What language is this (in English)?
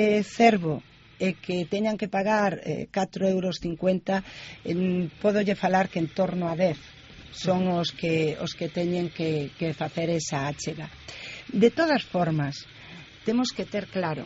Galician